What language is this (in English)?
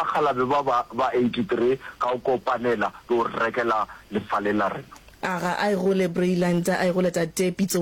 Northern Sotho